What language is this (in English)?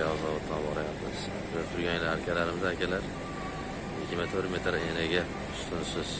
Uzbek